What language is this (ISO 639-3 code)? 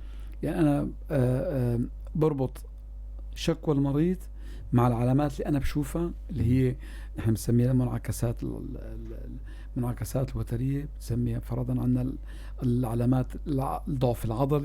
apc